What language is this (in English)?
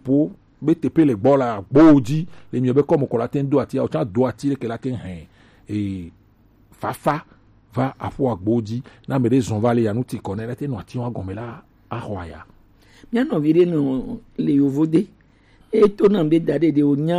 Gen